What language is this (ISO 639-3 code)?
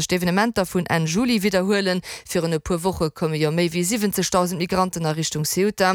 ltz